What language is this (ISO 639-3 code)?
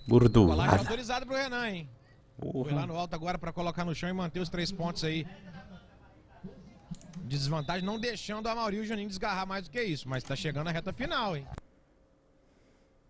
por